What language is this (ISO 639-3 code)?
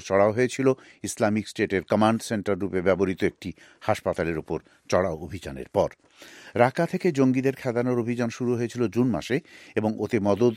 ben